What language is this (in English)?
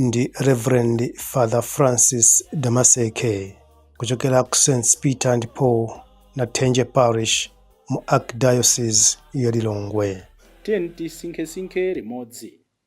Nyanja